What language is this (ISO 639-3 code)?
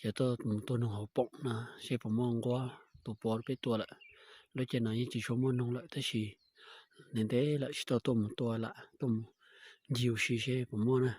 hmn